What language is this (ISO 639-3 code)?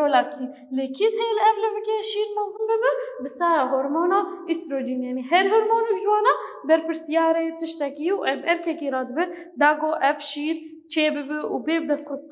kur